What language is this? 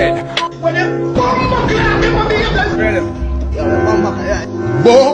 Jamaican Creole English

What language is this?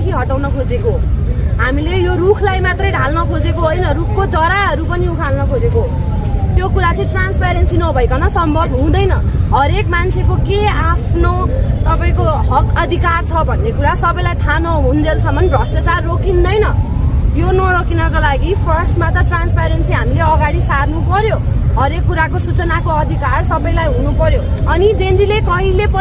Nepali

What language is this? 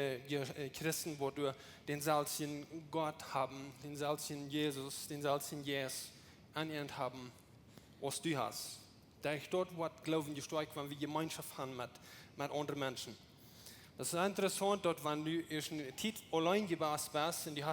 Plautdietsch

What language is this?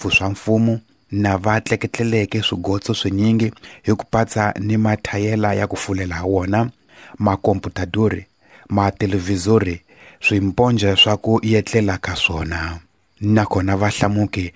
Tsonga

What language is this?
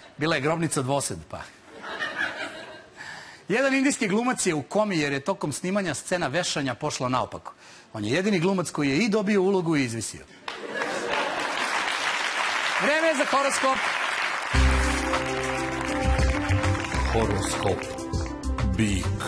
Serbian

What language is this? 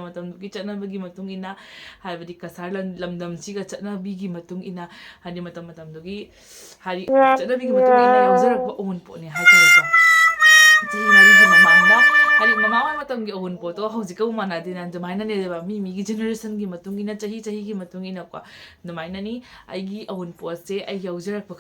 Manipuri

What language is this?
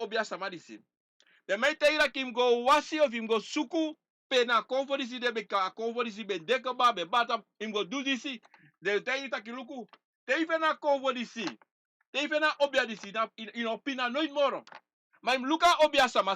Sranan Tongo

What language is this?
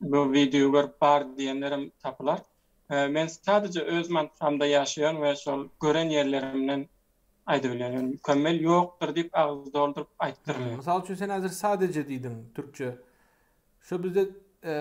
Turkmen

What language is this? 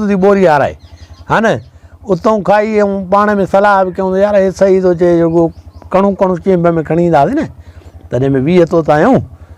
Sindhi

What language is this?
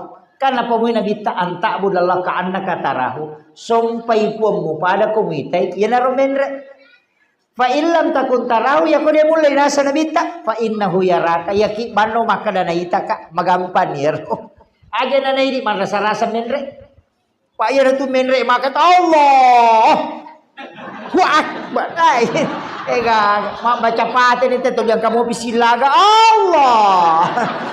Buginese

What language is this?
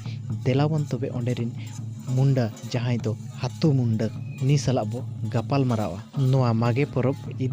Santali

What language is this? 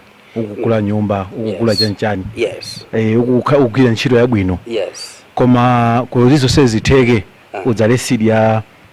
Nyanja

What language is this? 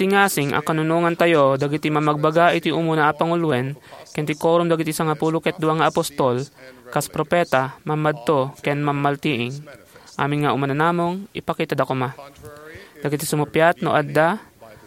Iloko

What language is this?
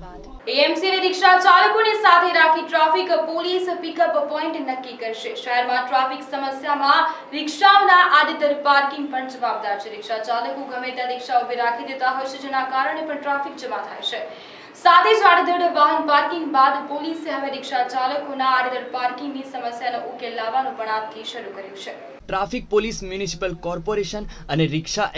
Gujarati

